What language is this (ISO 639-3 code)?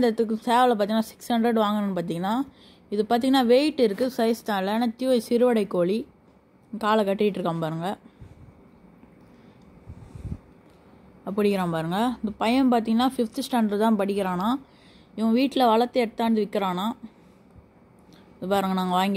tam